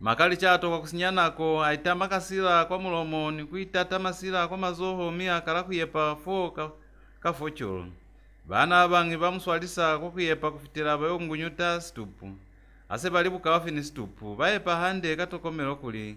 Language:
Lozi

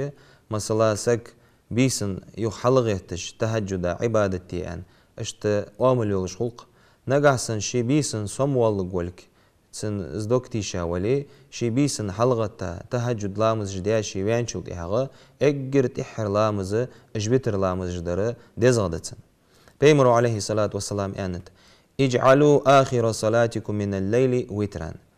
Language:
Ingush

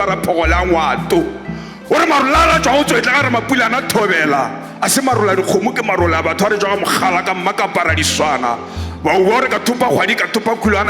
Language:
Northern Sotho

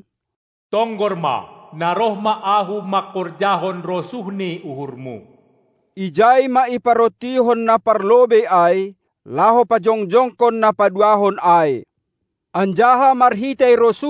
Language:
Batak Simalungun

